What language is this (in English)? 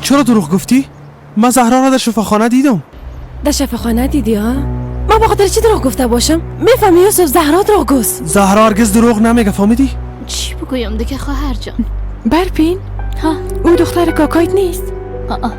Persian